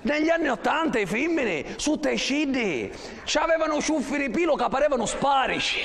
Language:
Sicilian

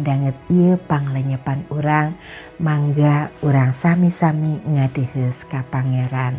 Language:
Sundanese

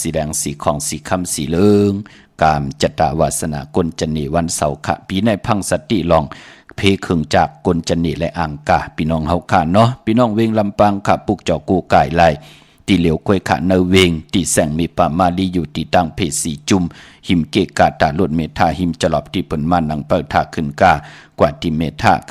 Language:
Shan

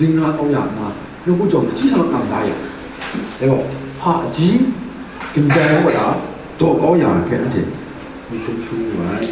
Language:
Kachin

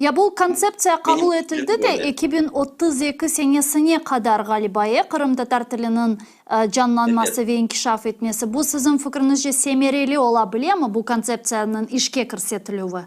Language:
Crimean Tatar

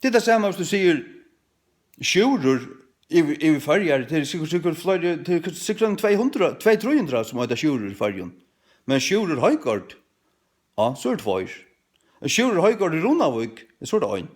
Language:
Faroese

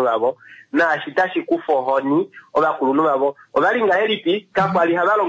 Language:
Kuanyama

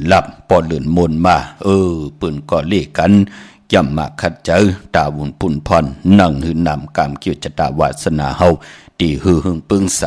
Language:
Shan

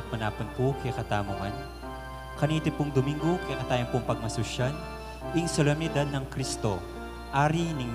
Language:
Pampanga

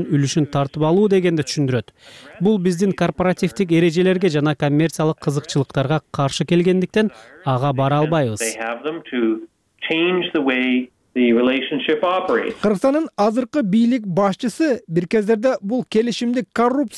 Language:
Kyrgyz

